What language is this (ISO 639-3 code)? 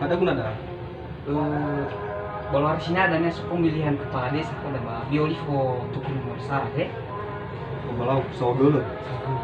nia